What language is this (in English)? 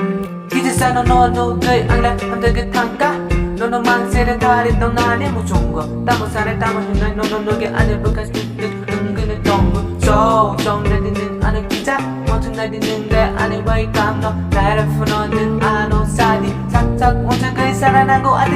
Kok Borok